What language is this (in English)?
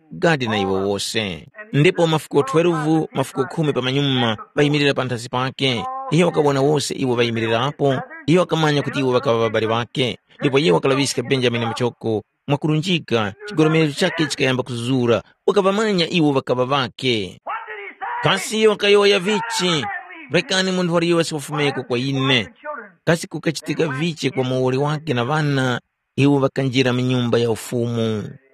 Tumbuka